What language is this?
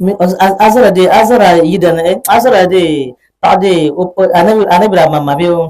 Dagbani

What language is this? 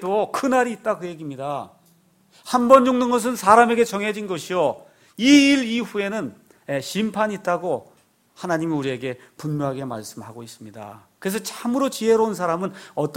Korean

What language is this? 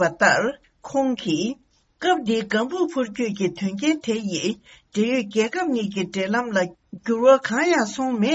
Tibetan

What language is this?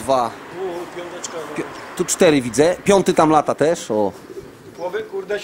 Polish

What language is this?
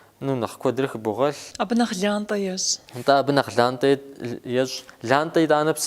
Kabardian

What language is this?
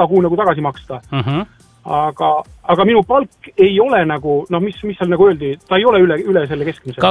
Estonian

